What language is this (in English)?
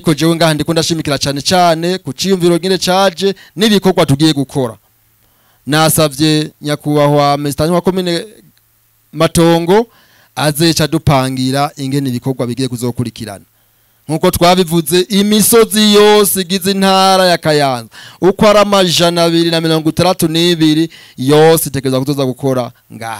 Rundi